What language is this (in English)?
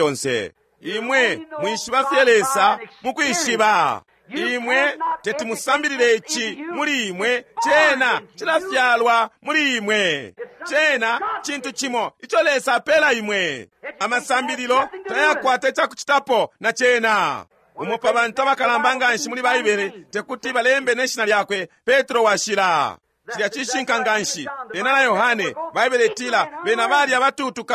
Bemba